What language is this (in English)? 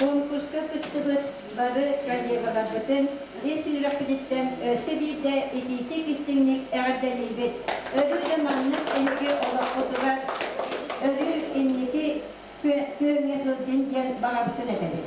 Yakut